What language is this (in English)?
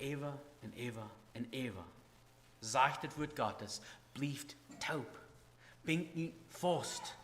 Plautdietsch